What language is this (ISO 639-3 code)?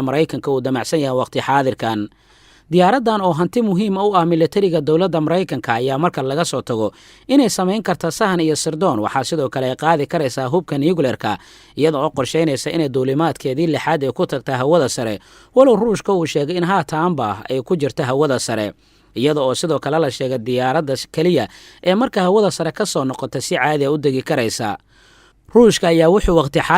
som